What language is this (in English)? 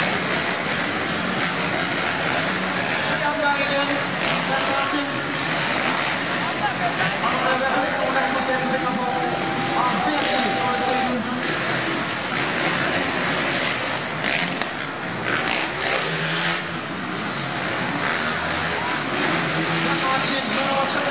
Danish